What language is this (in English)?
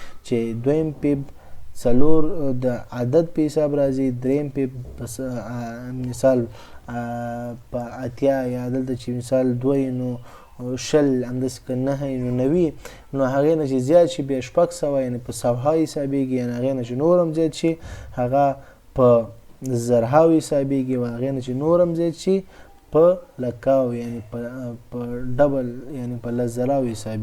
Pashto